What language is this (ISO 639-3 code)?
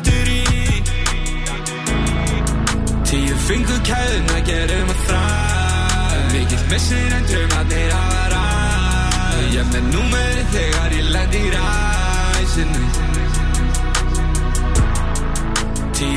isl